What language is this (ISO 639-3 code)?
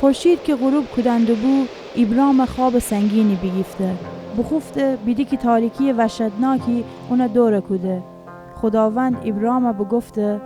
glk